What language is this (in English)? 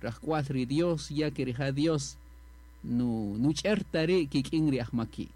Kaqchikel